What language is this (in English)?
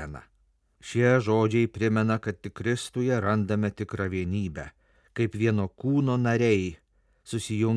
Lithuanian